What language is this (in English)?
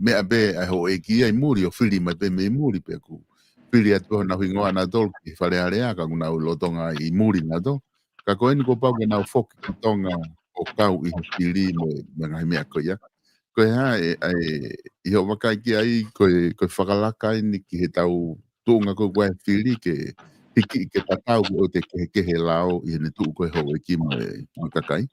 Tongan